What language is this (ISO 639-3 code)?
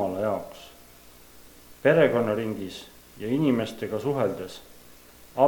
est